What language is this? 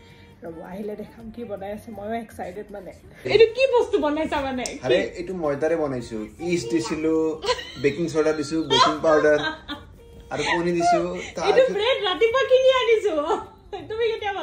Assamese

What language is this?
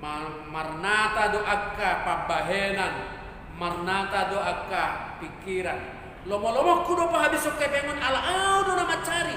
Batak Toba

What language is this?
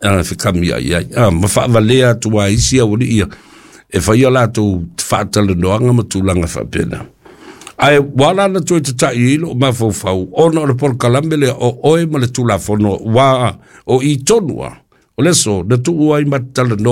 Samoan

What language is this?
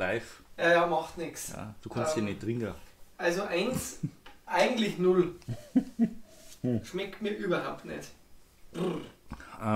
Bavarian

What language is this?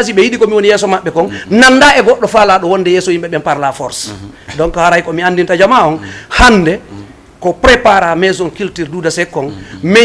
Fula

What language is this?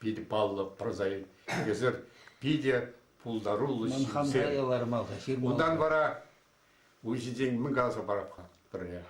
Chuvash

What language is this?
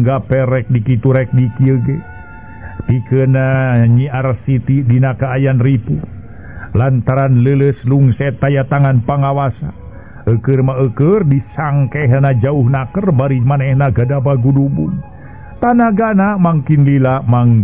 Sundanese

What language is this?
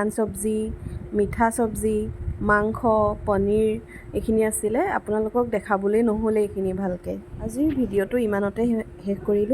Assamese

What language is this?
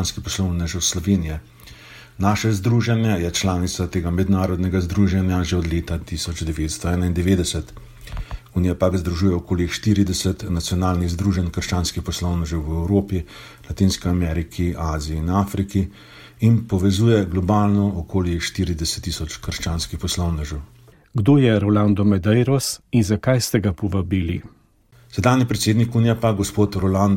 Slovenian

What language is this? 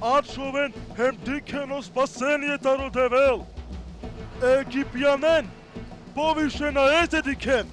Balkan Romani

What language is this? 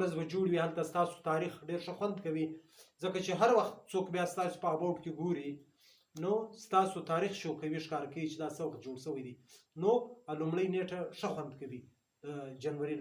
Pashto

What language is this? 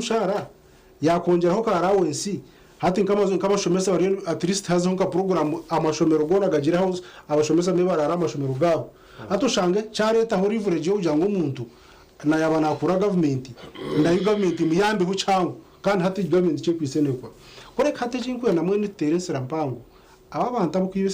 Nyankole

